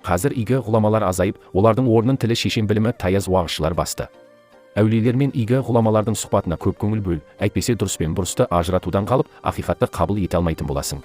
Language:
Kazakh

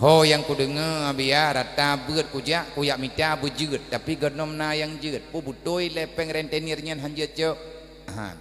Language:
Achinese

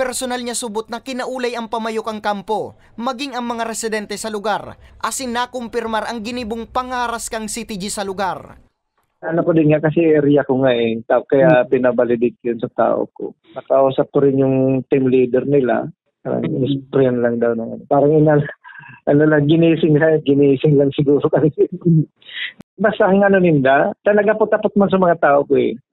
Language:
Bikol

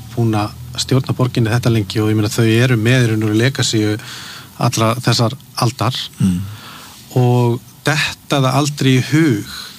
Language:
Icelandic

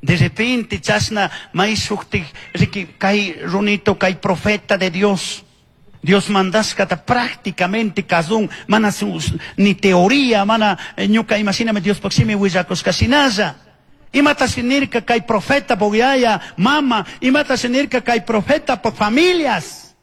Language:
Chimborazo Highland Quichua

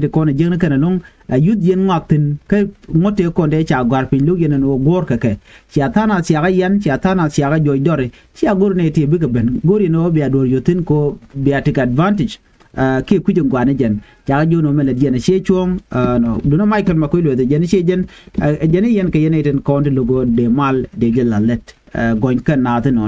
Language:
Nuer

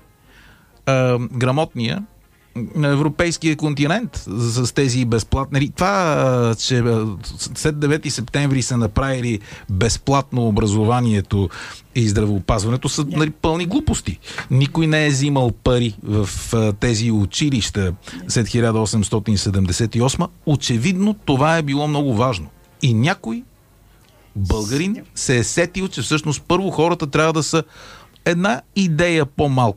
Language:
Bulgarian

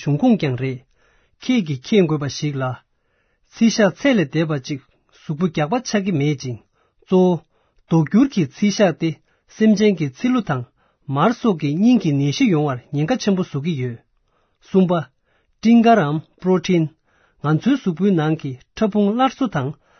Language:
Tibetan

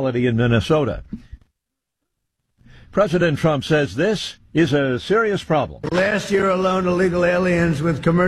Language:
English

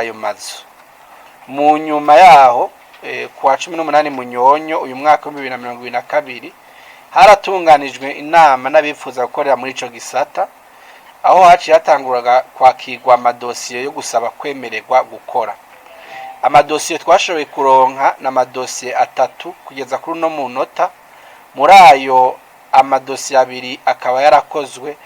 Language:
Rundi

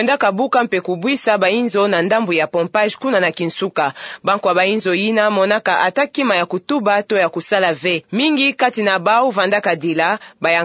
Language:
Kituba (Democratic Republic of Congo)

